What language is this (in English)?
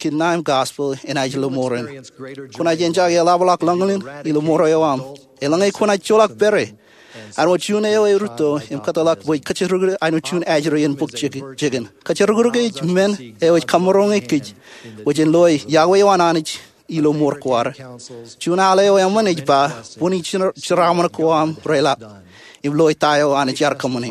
Marshallese